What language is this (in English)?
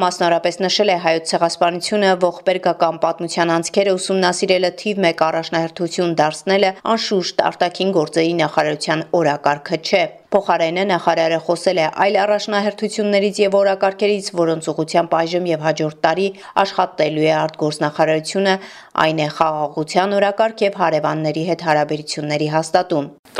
Armenian